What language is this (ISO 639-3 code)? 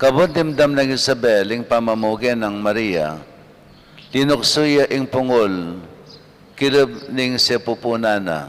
pam